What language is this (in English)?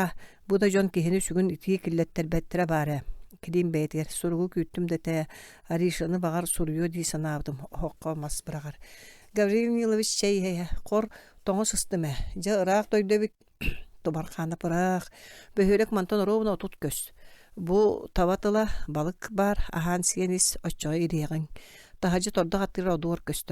Yakut